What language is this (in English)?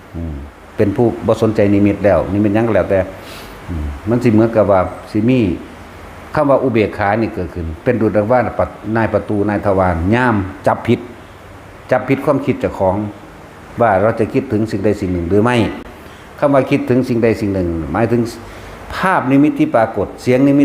Northeastern Thai